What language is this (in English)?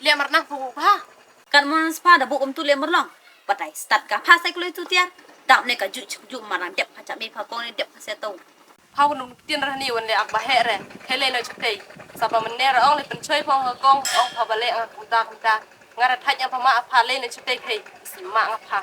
Khasi